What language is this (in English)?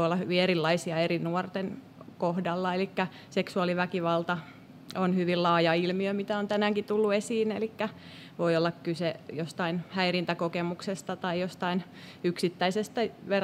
Finnish